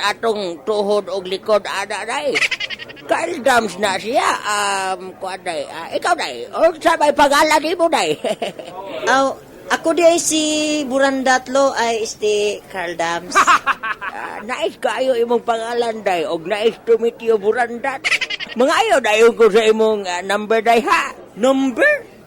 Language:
Cebuano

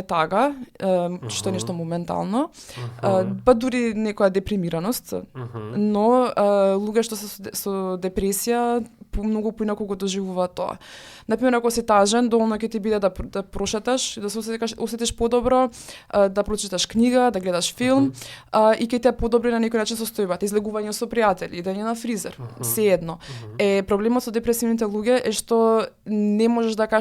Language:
Macedonian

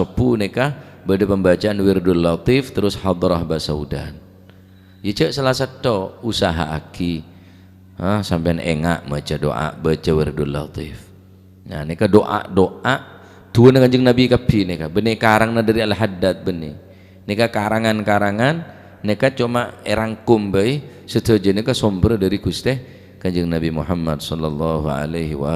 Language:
Madurese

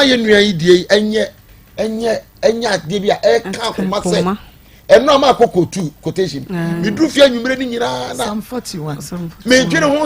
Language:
Akan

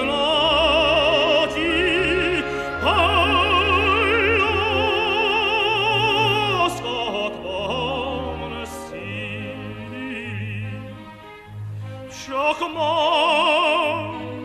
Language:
Czech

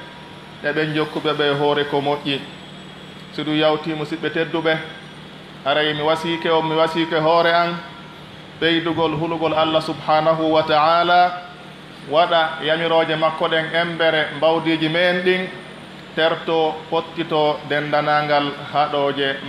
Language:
Pular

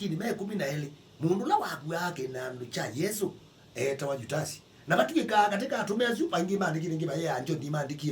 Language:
Kamba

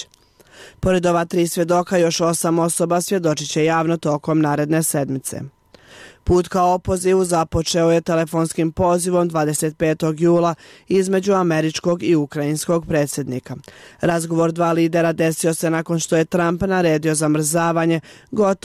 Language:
Bosnian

